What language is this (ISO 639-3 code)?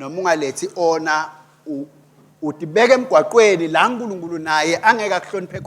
ssw